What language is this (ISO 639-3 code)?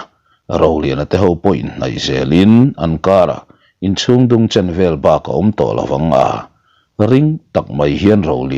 lus